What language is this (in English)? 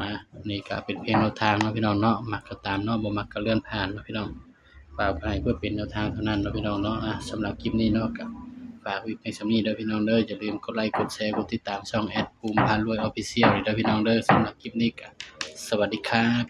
Northeastern Thai